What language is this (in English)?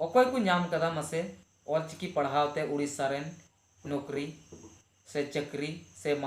Santali